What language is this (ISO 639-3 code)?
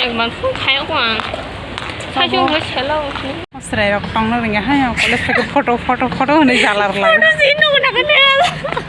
trp